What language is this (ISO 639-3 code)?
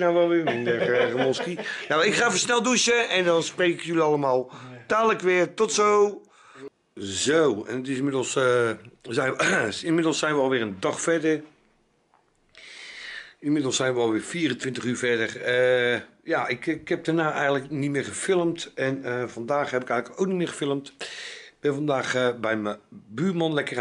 nld